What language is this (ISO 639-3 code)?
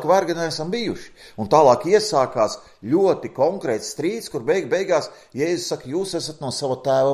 lav